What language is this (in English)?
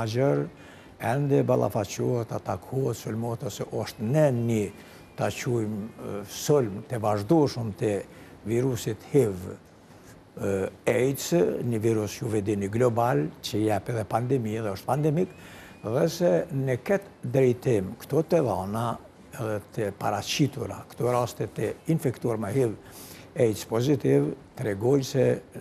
Albanian